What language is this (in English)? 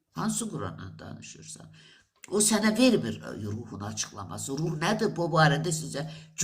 Azerbaijani